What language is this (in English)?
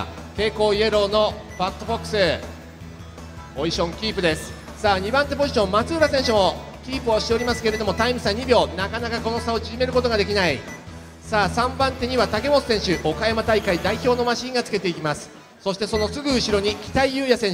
Japanese